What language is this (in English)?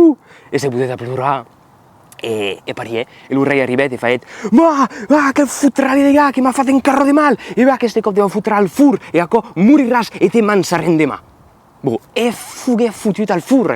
Occitan